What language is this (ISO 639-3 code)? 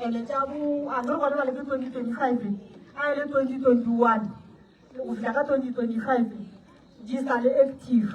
nso